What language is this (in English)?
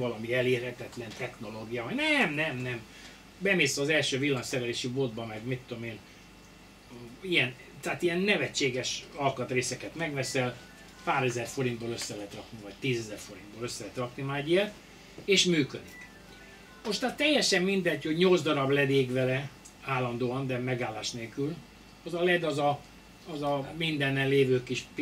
Hungarian